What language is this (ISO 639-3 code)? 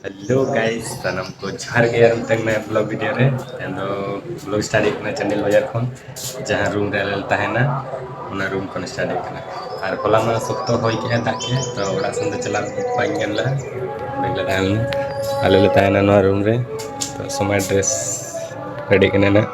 sat